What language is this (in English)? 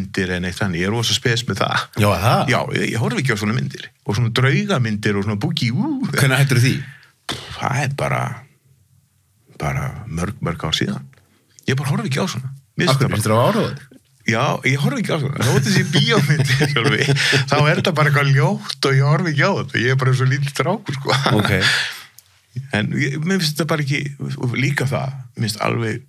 Icelandic